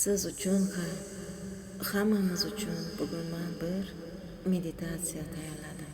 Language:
Uzbek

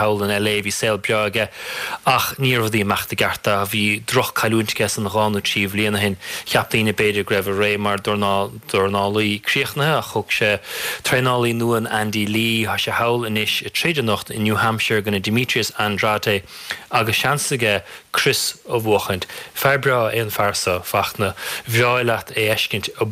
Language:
Irish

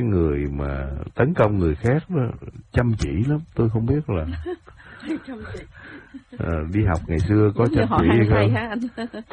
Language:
Vietnamese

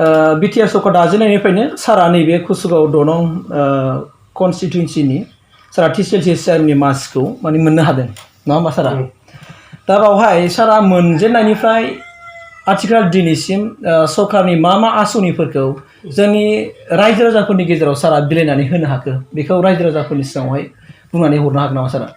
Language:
Bodo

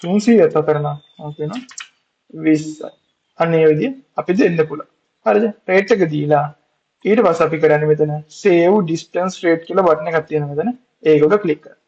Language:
Sinhala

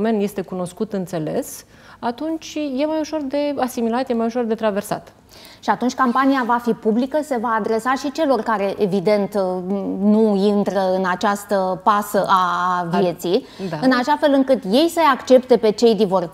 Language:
Romanian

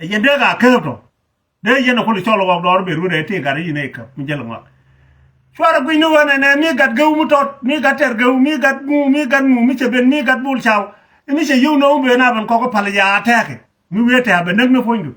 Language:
Nuer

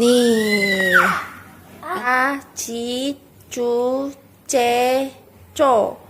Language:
Betawi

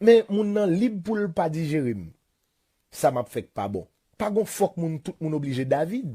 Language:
Haitian Creole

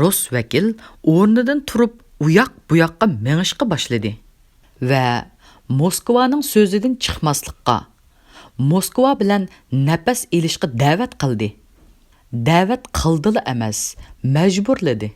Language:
Uyghur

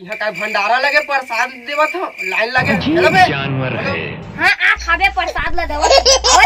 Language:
Chhattisgarhi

